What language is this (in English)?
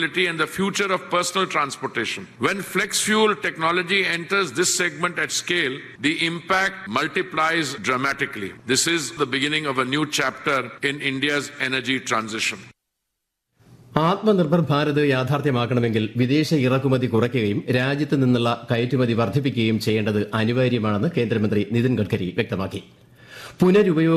Malayalam